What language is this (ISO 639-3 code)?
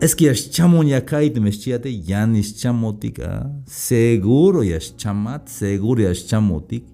tzh